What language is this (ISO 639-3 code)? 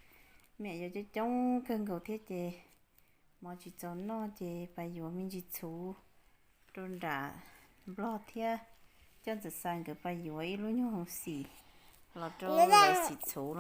hmn